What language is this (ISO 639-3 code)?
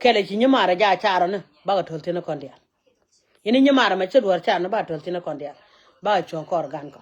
nus